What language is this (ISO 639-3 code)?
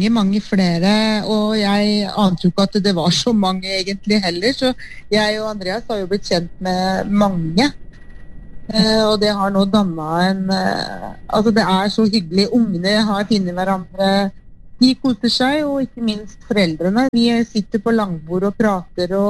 nor